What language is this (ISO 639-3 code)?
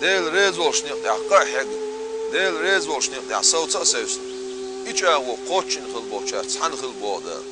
che